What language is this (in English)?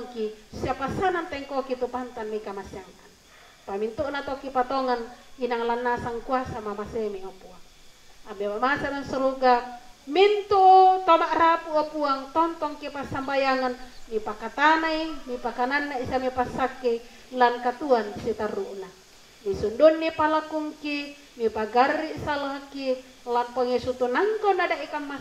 Toraja-Sa'dan